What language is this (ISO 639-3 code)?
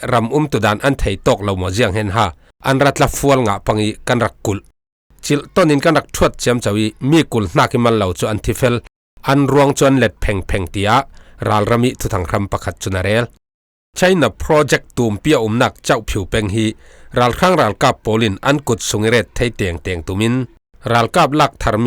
cfm